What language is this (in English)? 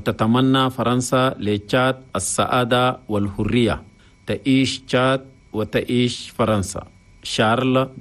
Chadian Arabic